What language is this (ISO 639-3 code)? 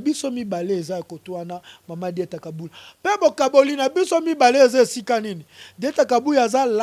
lin